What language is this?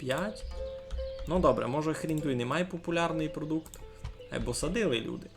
Rusyn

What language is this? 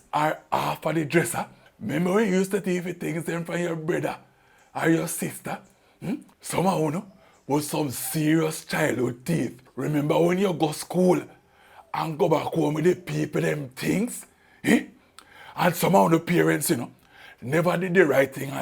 Jamaican Creole English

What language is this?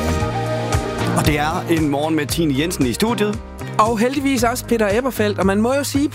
Danish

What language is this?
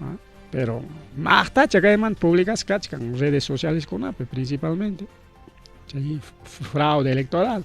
Ayacucho Quechua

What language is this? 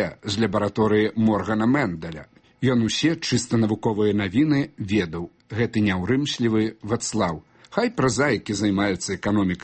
Belarusian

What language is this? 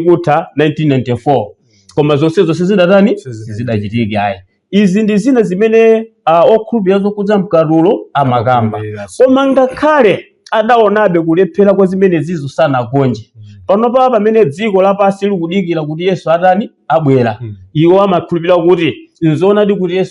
Nyanja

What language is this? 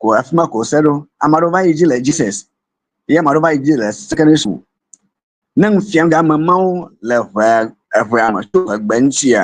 Ewe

